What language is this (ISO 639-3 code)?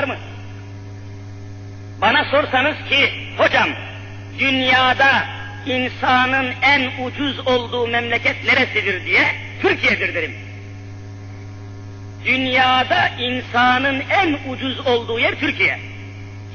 tur